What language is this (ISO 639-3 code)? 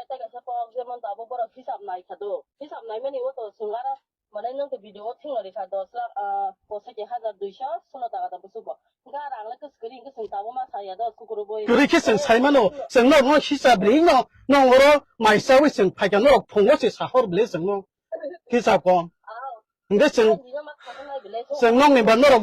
trp